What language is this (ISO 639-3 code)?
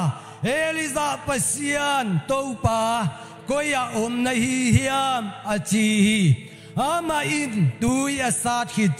ctd